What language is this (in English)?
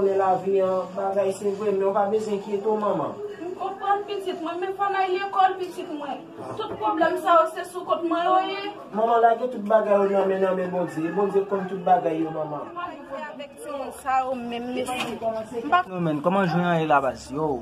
Haitian Creole